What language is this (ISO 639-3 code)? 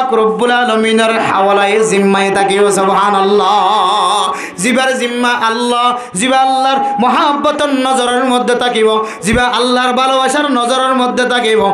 rhg